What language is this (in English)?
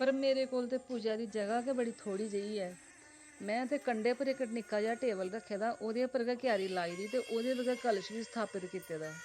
Dogri